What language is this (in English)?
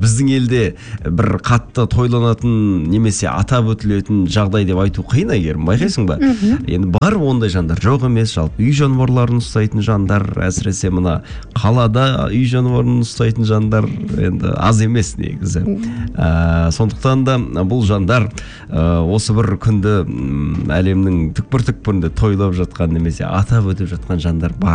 Kazakh